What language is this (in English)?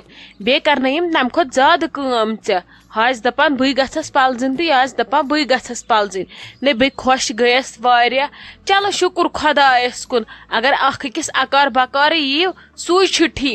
Kashmiri